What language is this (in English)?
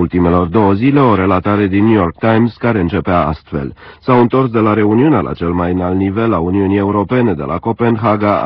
Romanian